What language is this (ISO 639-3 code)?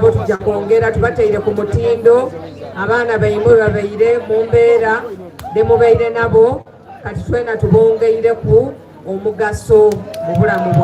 xog